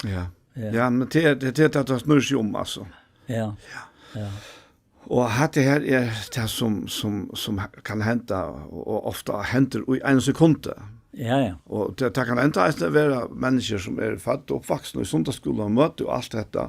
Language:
Faroese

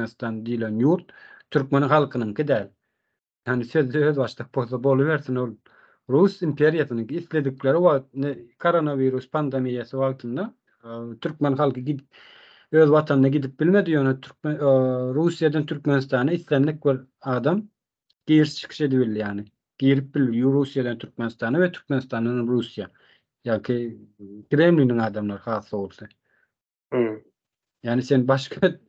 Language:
Turkmen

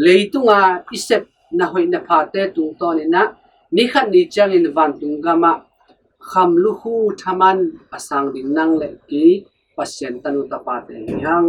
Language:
Tedim Chin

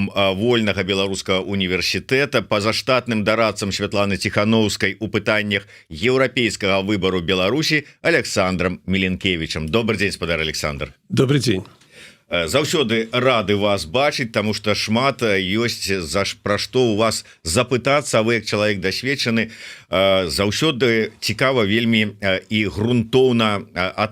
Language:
Belarusian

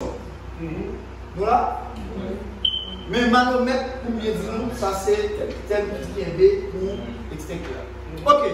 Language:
Haitian Creole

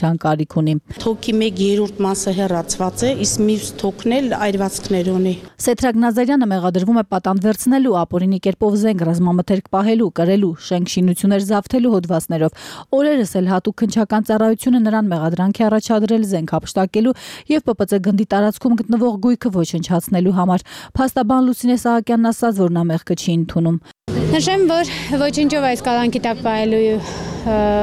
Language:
Armenian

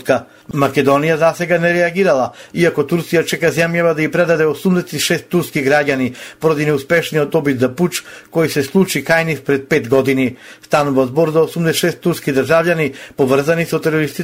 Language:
Macedonian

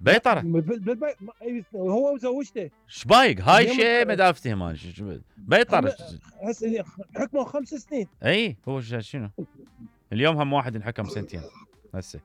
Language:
Mesopotamian Arabic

